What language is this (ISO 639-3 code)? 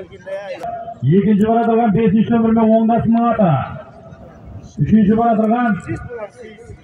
kaz